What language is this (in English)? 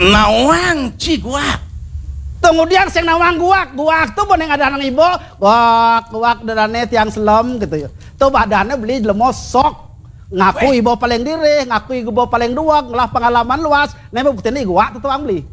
Balinese